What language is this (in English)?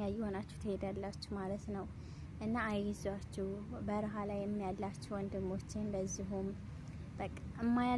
Amharic